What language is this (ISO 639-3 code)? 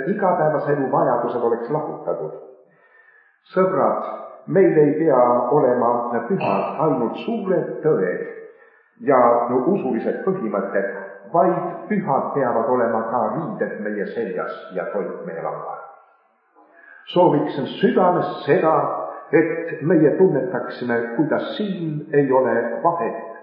est